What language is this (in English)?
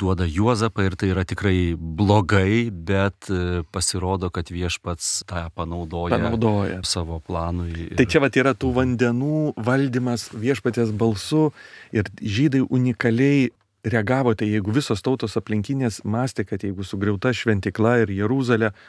Lithuanian